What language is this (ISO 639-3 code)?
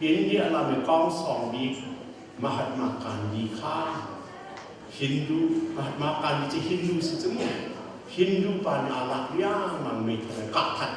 cnh